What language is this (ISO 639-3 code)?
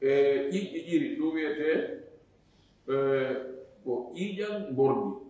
ful